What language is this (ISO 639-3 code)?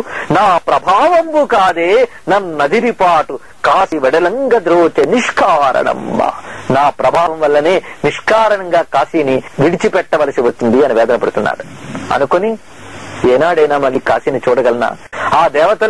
tel